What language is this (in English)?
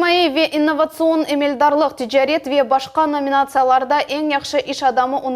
Crimean Tatar